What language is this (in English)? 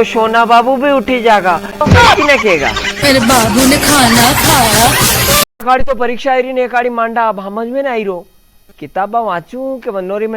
Rajasthani